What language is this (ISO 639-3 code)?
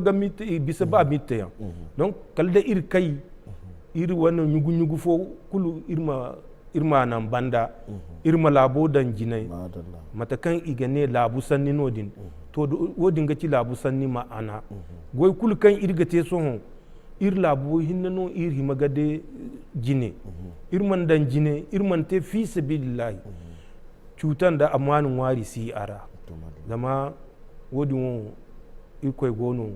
dje